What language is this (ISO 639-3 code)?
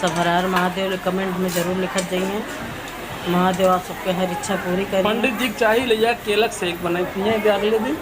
awa